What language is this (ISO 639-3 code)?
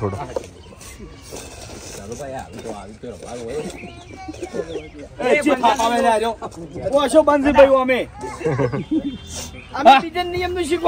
guj